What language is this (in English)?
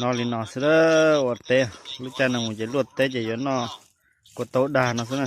Hmong